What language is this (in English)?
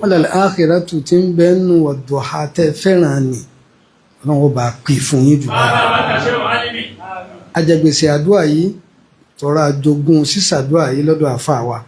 Yoruba